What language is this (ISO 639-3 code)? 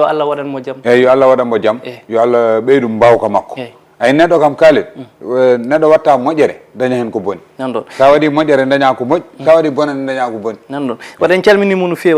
ful